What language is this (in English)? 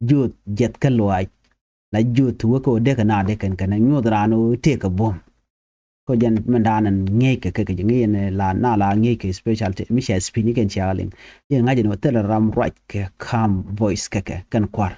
Nuer